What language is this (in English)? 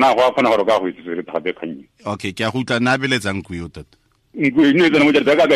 Tswana